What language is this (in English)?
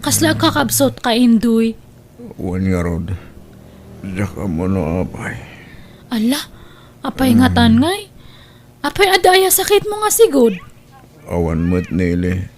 Iloko